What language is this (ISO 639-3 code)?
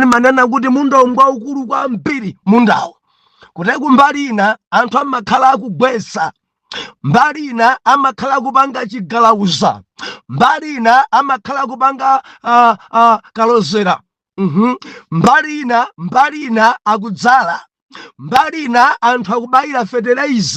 nya